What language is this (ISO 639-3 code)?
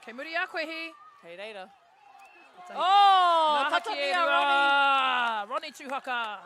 mri